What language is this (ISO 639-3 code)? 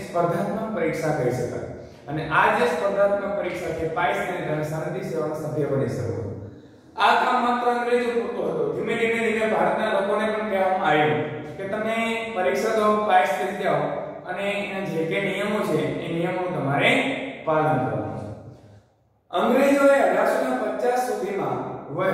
guj